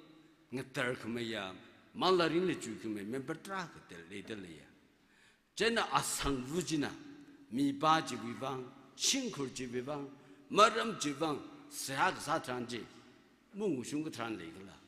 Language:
Tangkhul Naga (India)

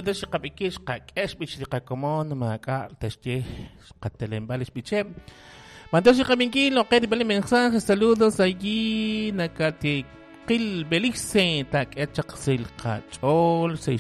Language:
Kekchí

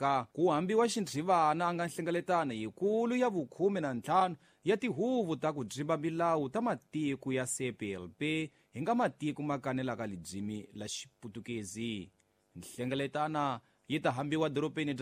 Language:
Tsonga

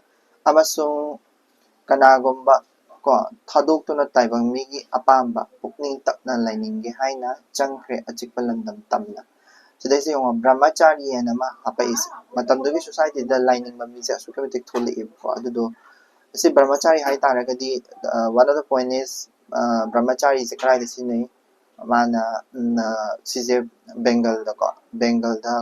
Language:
Manipuri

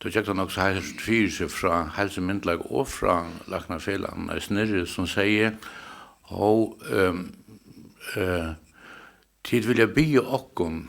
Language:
Faroese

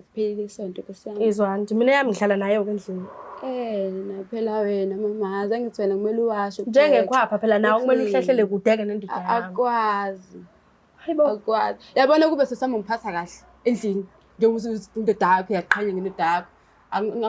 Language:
Zulu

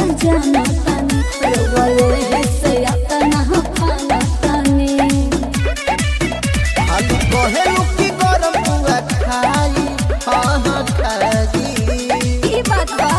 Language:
Bhojpuri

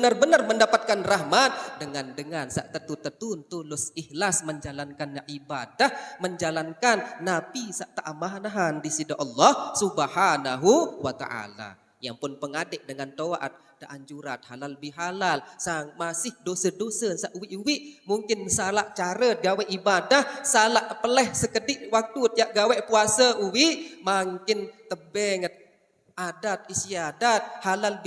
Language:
Sasak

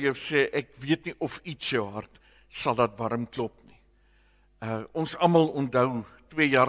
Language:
Afrikaans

